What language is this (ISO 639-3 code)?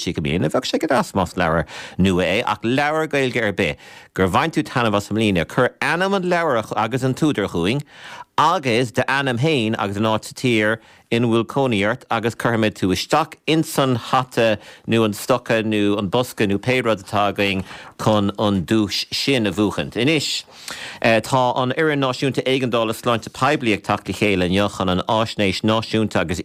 gle